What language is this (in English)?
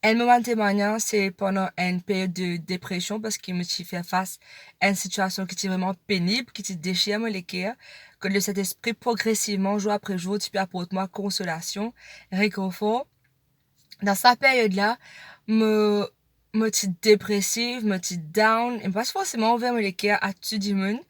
Morisyen